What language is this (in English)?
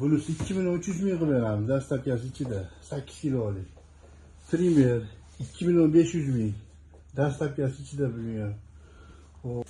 Uzbek